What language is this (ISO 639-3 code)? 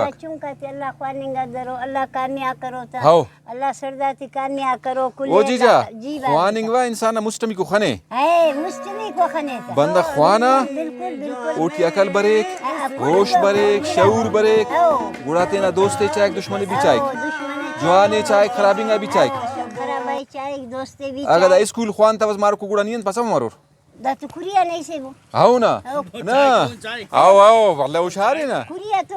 brh